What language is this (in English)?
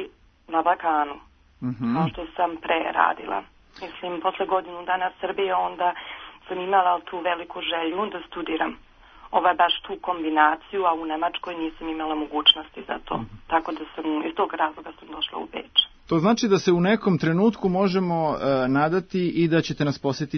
Serbian